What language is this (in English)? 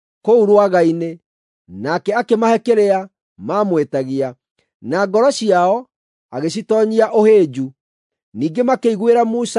Kikuyu